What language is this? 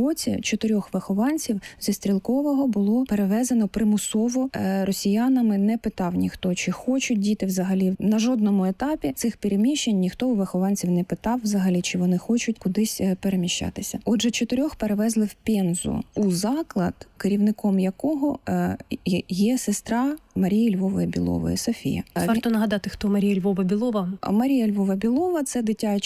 Ukrainian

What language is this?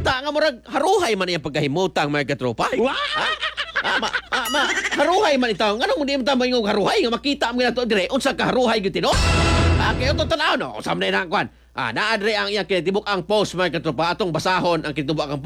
Cebuano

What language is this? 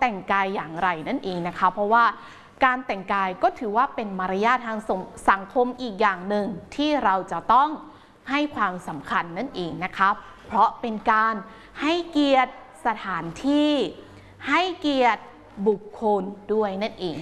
Thai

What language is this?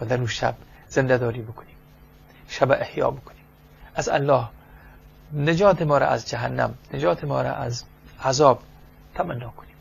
Persian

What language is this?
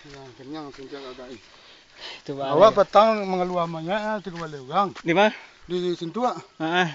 Minangkabau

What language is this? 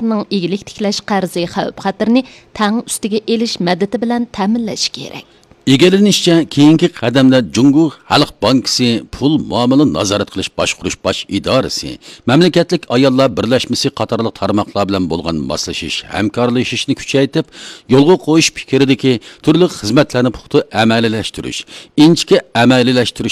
Uyghur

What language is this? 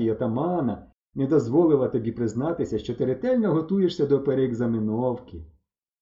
Ukrainian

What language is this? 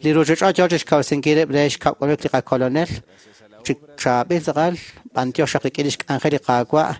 Kekchí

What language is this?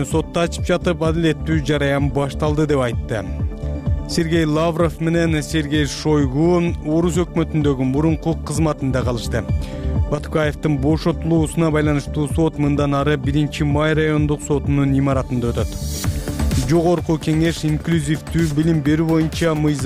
Kyrgyz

